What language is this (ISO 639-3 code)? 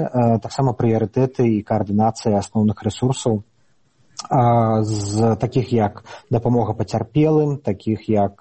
bel